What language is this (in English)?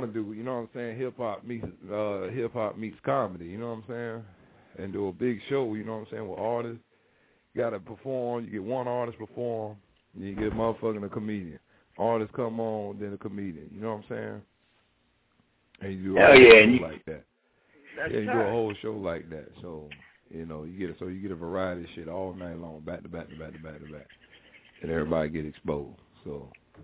English